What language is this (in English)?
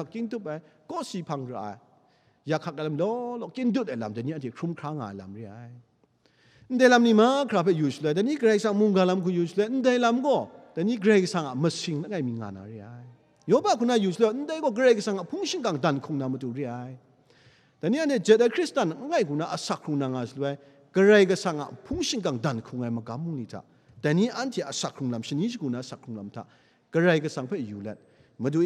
Kachin